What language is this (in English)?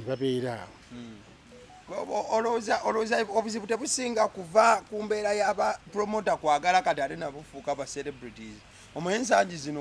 Ganda